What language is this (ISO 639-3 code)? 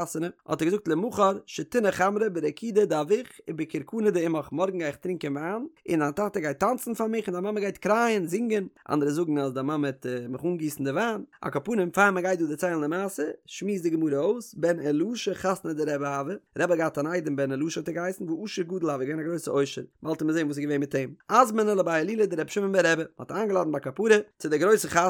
yid